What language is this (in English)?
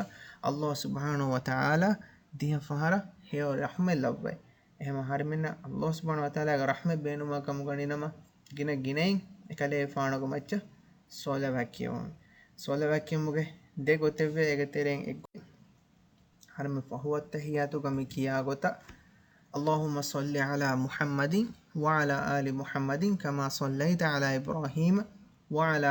Divehi